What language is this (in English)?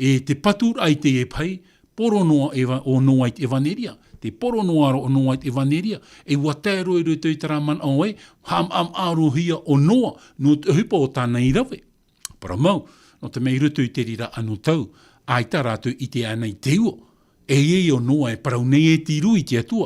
Tahitian